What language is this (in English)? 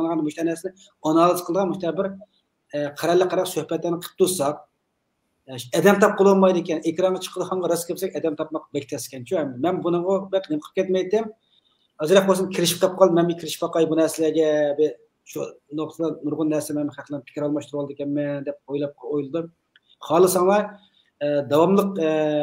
Uyghur